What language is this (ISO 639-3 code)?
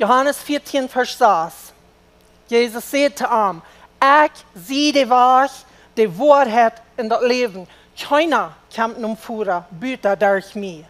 pdt